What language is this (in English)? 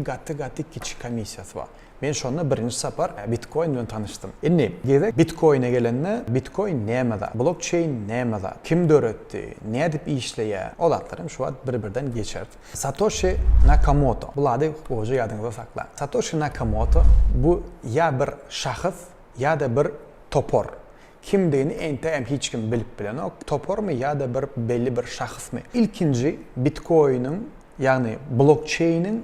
Turkmen